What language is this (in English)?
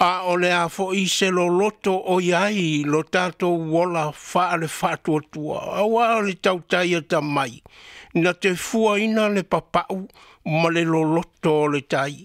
Samoan